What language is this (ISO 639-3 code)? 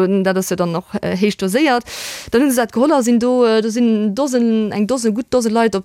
ltz